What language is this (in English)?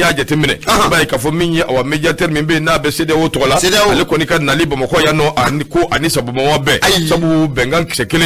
Bambara